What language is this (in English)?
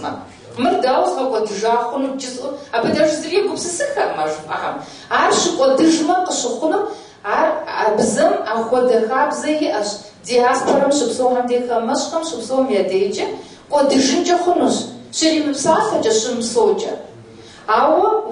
Kabardian